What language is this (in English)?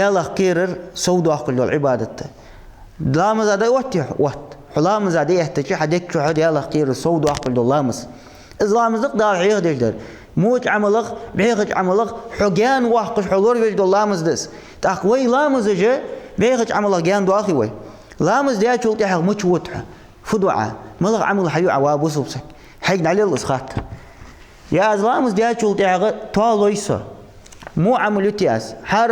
Ingush